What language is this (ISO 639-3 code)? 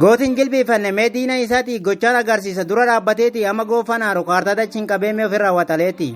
orm